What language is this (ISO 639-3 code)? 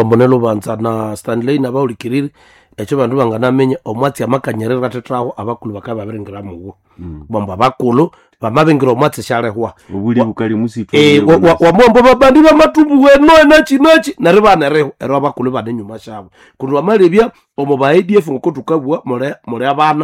nnb